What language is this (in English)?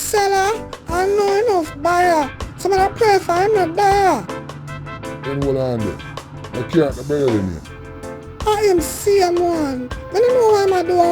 Jamaican Creole English